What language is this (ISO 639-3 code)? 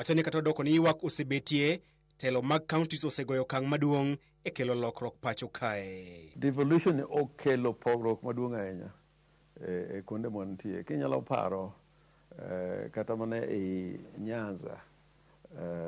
luo